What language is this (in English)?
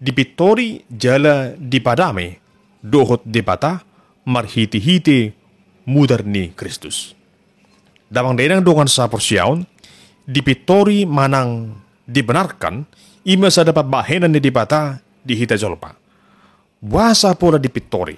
Batak Toba